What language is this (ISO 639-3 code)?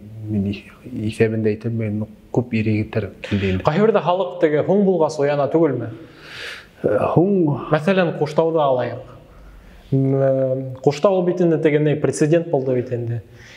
bak